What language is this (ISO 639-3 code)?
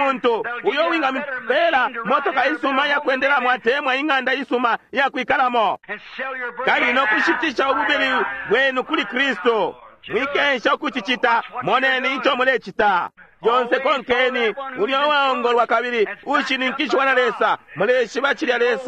bem